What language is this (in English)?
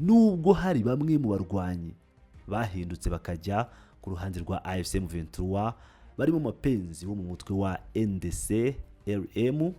Kinyarwanda